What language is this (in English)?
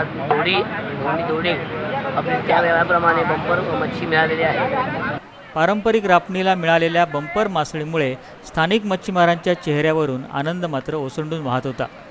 Marathi